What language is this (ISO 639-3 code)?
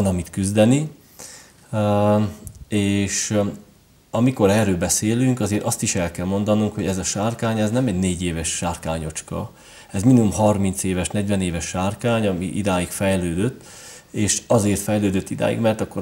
hun